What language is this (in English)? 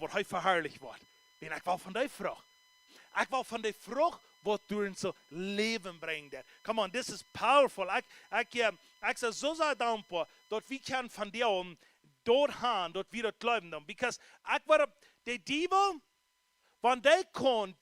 Plautdietsch